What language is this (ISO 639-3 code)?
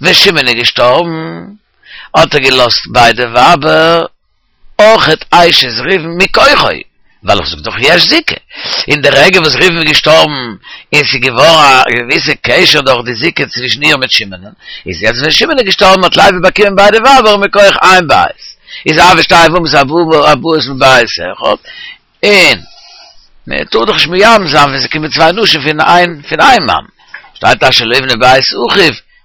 yid